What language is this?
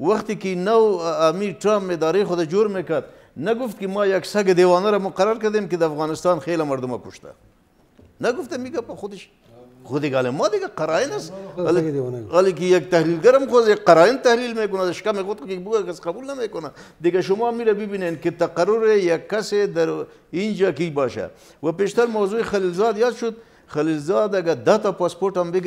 Persian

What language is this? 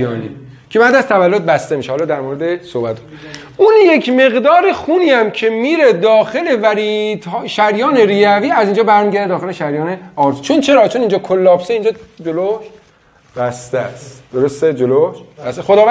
Persian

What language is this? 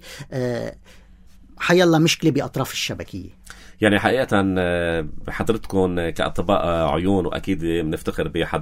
North Levantine Arabic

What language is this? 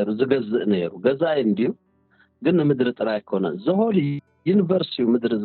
Tigrinya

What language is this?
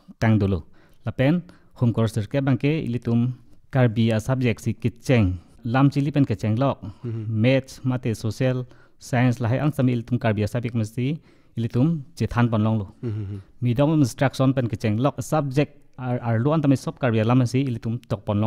Karbi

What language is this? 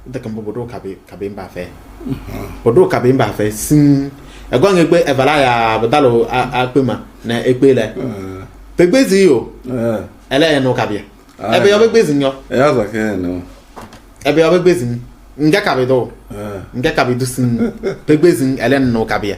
Kabiyè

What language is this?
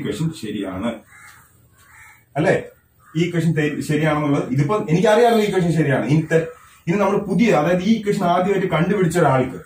Malayalam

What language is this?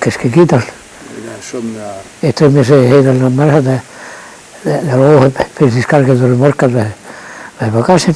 Breton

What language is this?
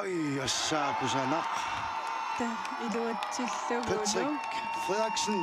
Kalaallisut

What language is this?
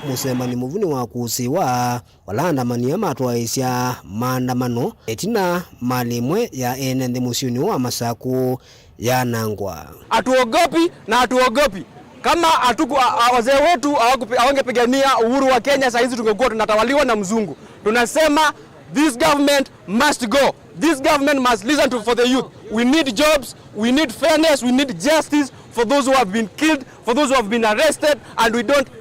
Kamba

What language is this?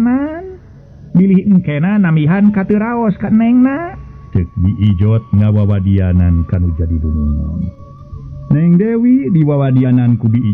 Sundanese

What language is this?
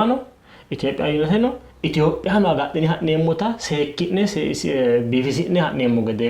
Sidamo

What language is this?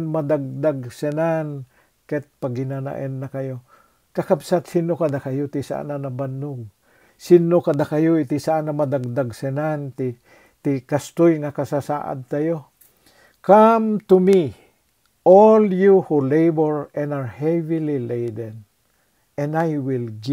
Iloko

